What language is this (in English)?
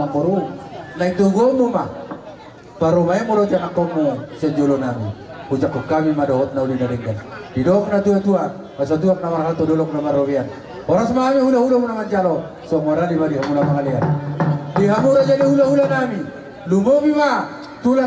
Batak Toba